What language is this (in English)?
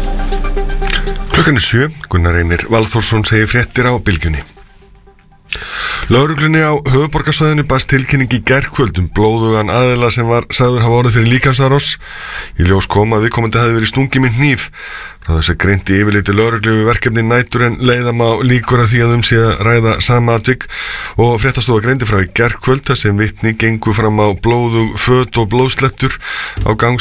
Icelandic